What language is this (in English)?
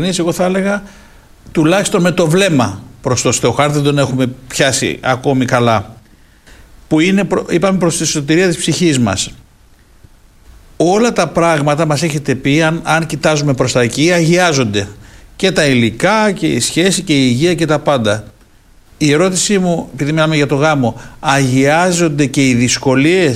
Greek